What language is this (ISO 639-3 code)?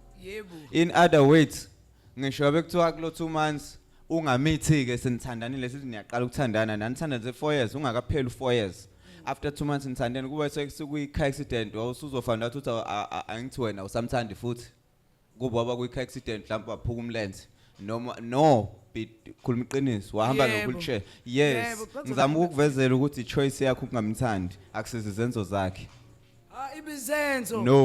zul